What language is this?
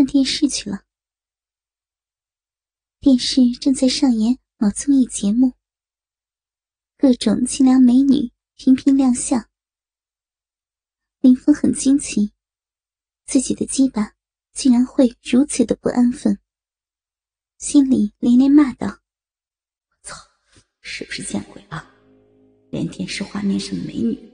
Chinese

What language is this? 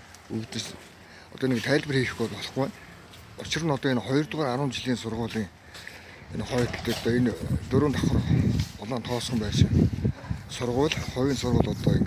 Mongolian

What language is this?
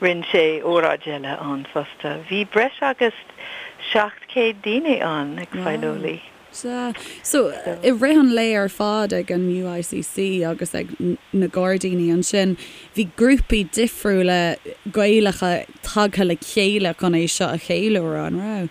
Irish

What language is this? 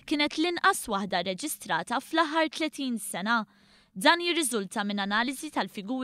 Maltese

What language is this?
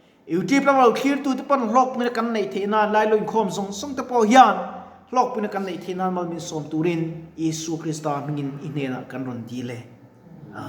Mizo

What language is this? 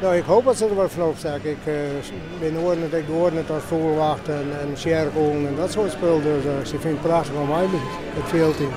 Western Frisian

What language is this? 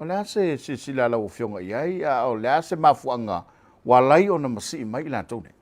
Samoan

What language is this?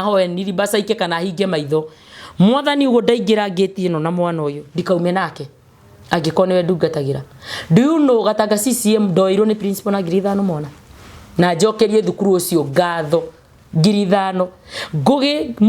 Kikuyu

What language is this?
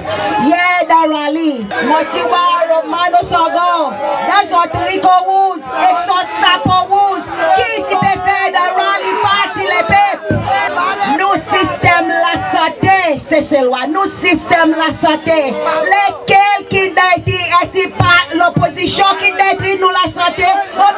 Seselwa Creole French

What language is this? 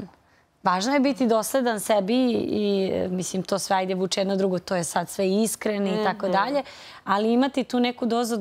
Serbian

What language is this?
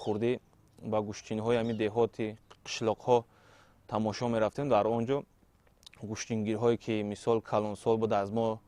Tajik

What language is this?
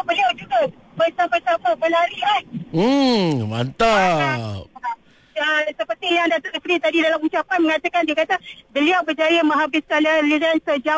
Malay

